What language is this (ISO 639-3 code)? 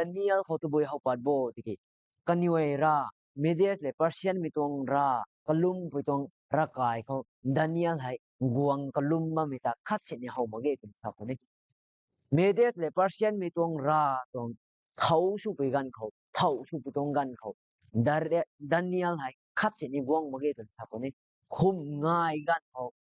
nbu